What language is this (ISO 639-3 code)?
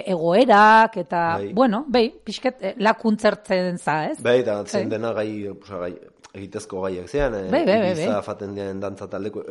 eus